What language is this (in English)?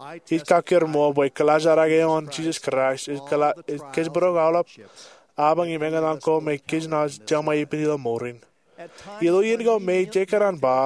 Marshallese